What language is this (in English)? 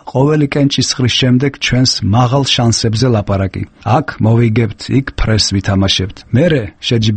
Georgian